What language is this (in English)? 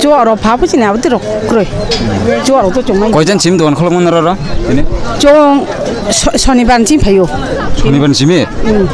Kok Borok